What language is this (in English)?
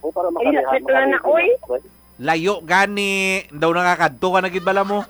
Hiligaynon